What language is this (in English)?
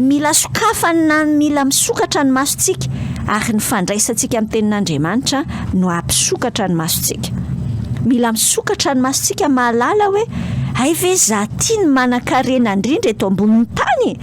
Malagasy